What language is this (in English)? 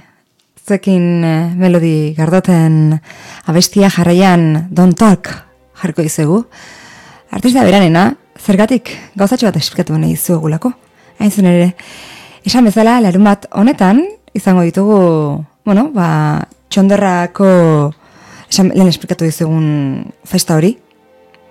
Basque